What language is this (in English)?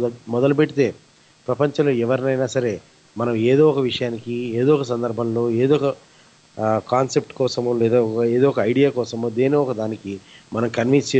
Telugu